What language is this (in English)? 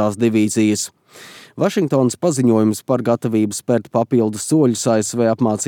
Latvian